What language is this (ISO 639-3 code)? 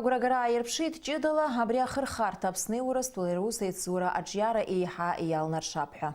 abk